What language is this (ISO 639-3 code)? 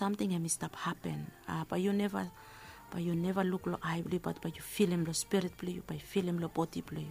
bis